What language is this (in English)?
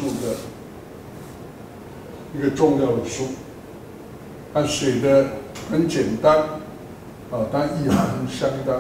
Chinese